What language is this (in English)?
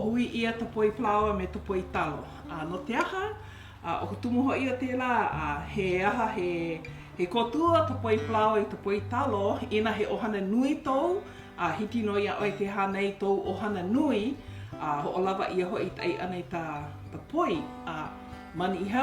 Hawaiian